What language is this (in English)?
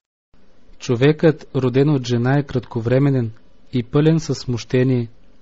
Bulgarian